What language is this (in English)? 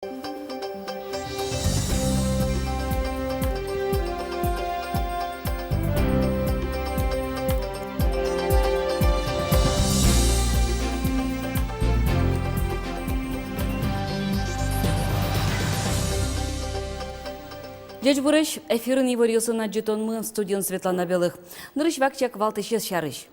Udmurt